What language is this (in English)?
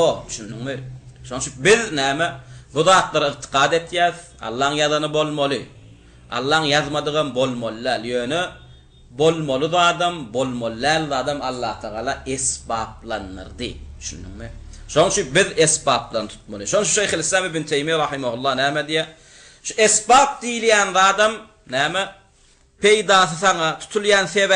Turkmen